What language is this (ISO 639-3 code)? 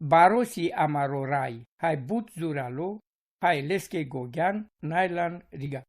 rom